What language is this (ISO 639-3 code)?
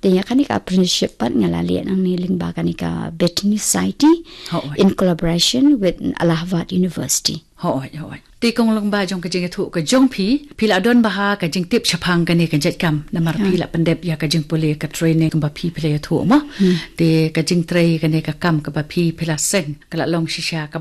kha